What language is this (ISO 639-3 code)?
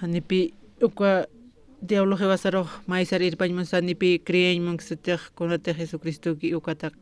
aym